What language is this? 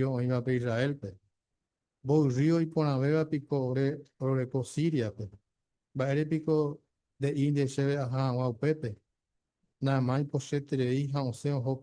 Guarani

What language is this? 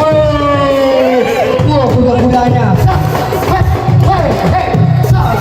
Betawi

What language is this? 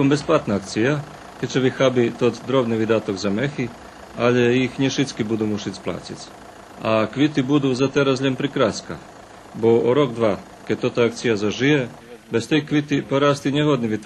Rusyn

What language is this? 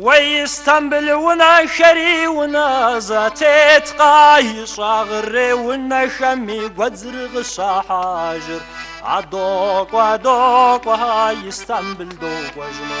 Kabardian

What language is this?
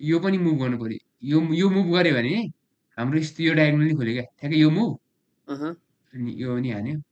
Nepali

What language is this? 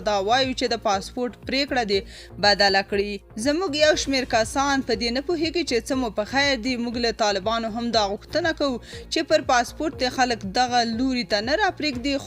Pashto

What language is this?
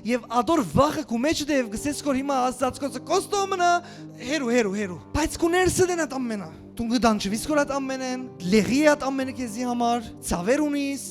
Western Armenian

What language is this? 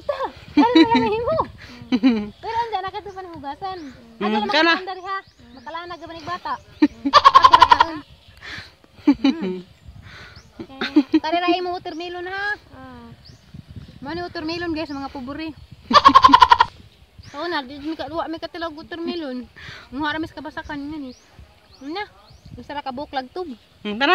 Cebuano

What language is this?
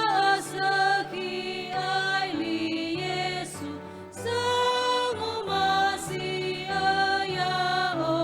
Nias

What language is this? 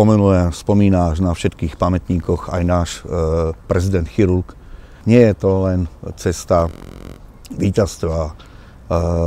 Slovak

